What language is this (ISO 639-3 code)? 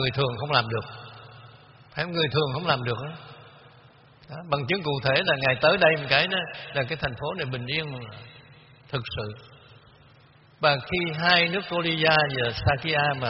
vie